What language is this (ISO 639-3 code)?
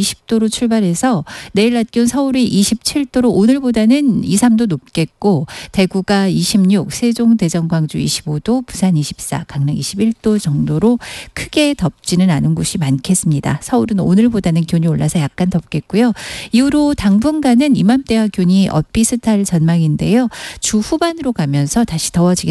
kor